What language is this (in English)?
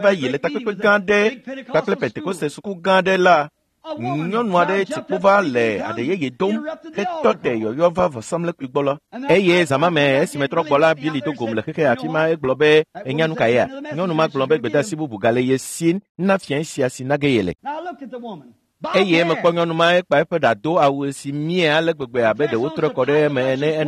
Ewe